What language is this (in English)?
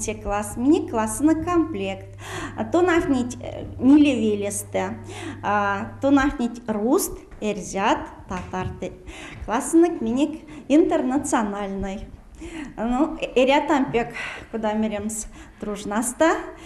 Erzya